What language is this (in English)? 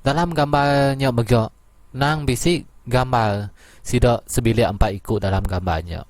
Iban